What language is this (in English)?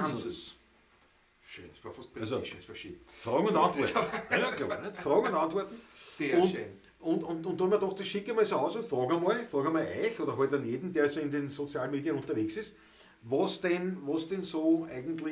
Bavarian